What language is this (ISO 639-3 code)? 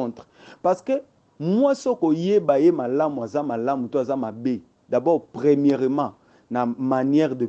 lin